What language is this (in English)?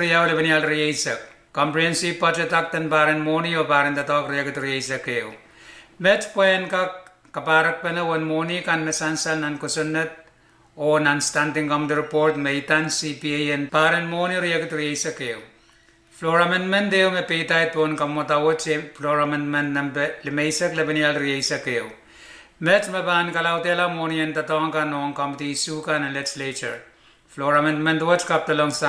Pohnpeian